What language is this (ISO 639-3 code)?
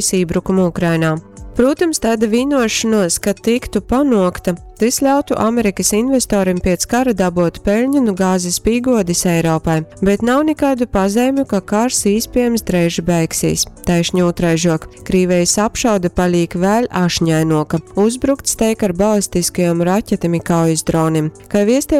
ltg